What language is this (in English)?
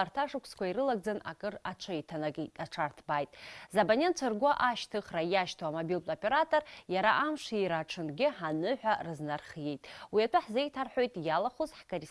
Abkhazian